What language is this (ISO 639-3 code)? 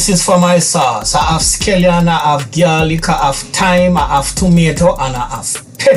jam